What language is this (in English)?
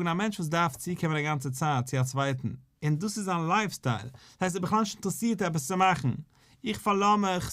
Yiddish